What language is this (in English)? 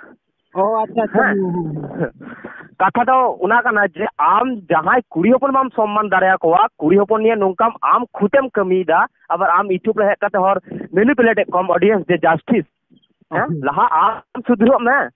Santali